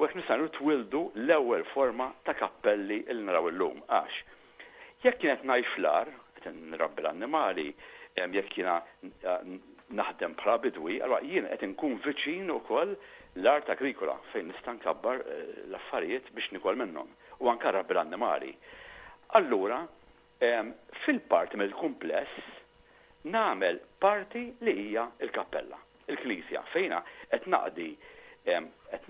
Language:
Maltese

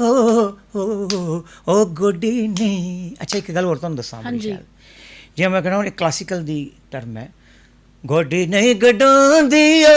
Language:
Dogri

